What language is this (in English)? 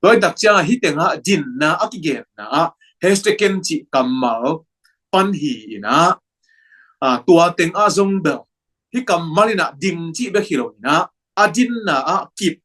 Tedim Chin